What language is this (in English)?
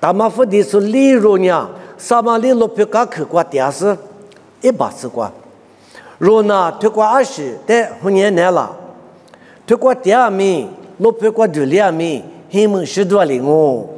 Lisu